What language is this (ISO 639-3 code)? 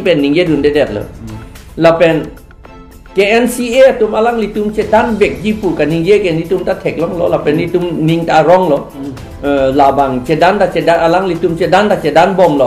mjw